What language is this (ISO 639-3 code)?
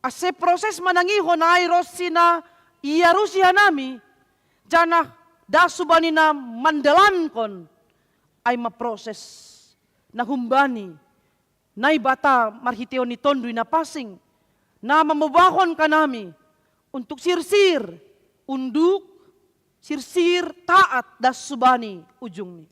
bts